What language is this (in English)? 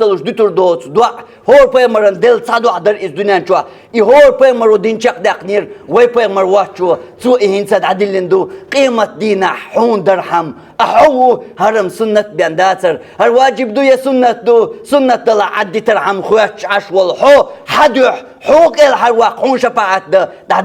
Chechen